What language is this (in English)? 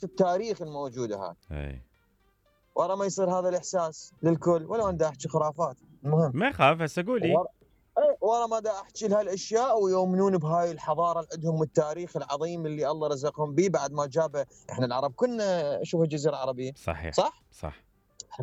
Mesopotamian Arabic